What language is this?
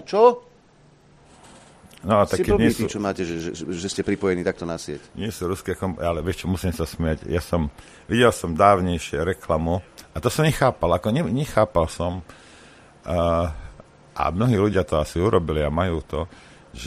Slovak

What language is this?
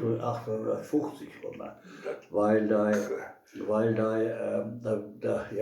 Westphalien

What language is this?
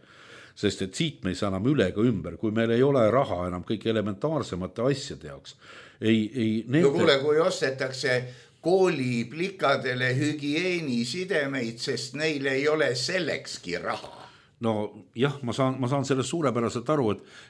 Estonian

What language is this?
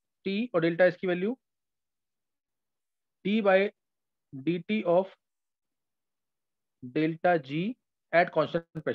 Hindi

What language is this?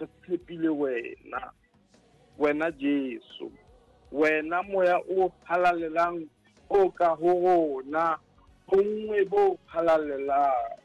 Southern Sotho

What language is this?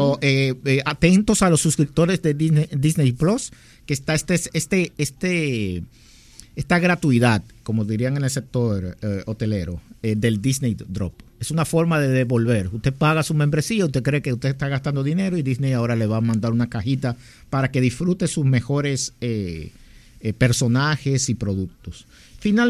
Spanish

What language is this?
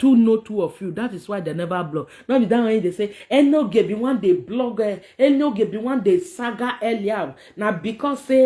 Nigerian Pidgin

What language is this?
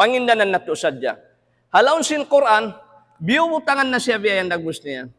Tausug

